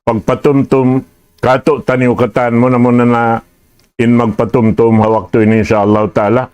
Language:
Tausug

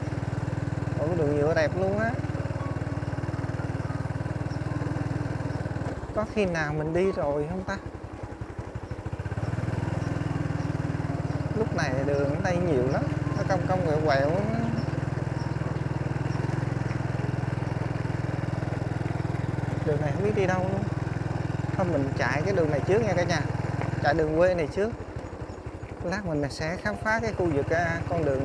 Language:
Vietnamese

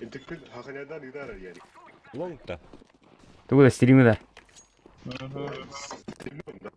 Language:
Yakut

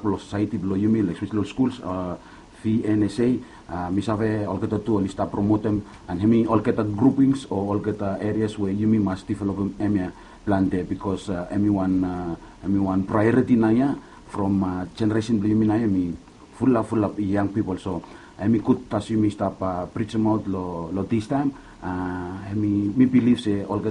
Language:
Bislama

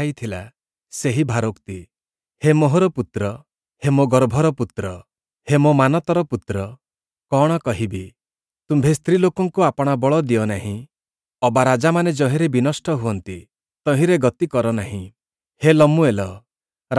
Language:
Odia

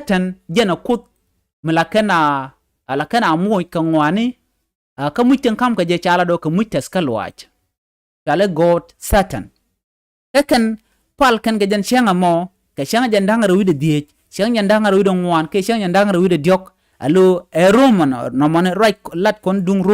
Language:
Nuer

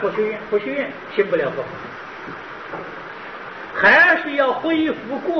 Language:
Chinese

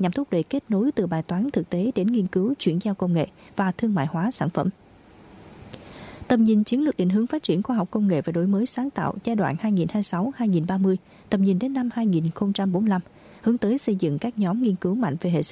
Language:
Vietnamese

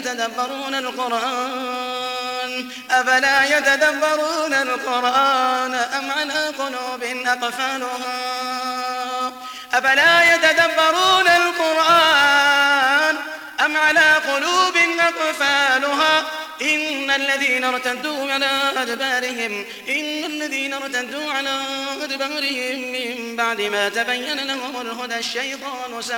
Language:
Arabic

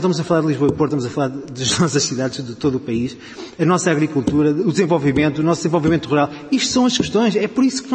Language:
Portuguese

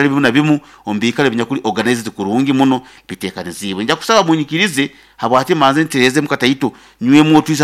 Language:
Nyoro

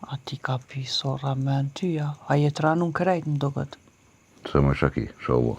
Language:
Albanian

